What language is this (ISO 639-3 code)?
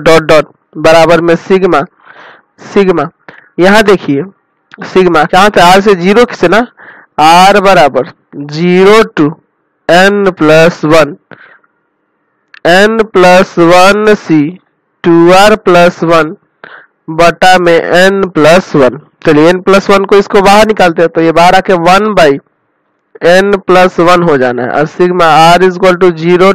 hin